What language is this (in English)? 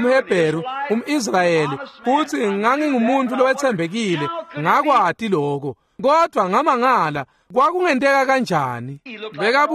Swati